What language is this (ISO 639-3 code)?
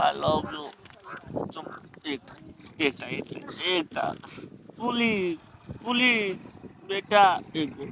mai